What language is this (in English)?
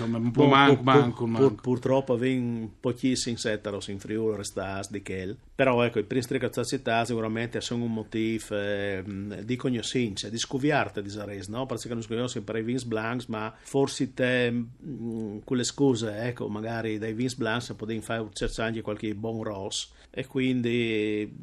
Friulian